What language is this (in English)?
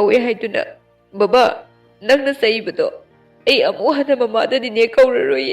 Manipuri